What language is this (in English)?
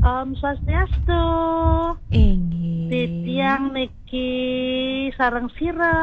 Balinese